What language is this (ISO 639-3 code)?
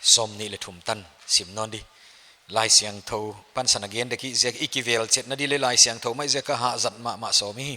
pck